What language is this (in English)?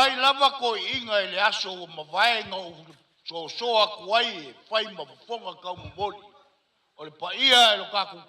Samoan